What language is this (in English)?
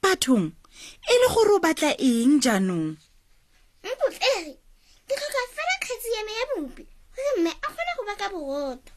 Tswana